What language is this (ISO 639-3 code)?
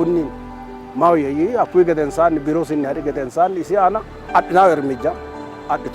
sid